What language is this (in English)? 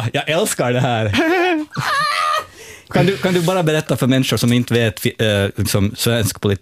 Swedish